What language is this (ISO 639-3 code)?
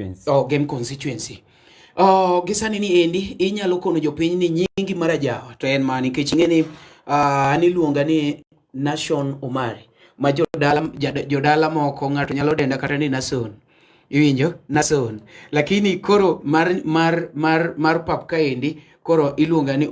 luo